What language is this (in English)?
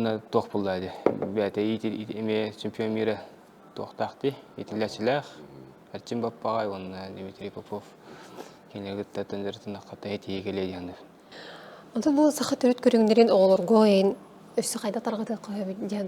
Yakut